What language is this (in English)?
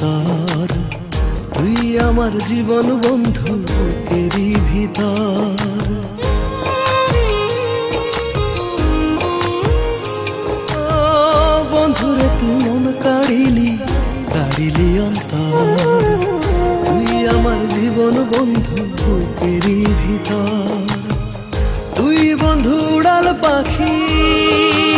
Bangla